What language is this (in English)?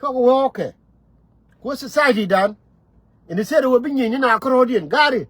Nuer